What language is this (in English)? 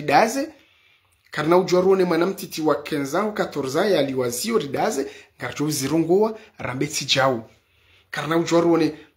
Ngazidja Comorian